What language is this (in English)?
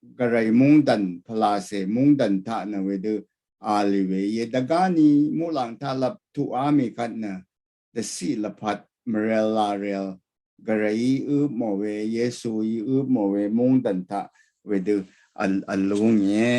Rawang